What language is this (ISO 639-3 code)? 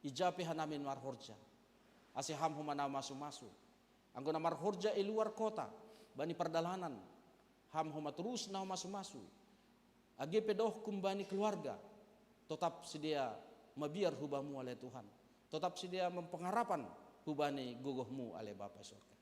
bts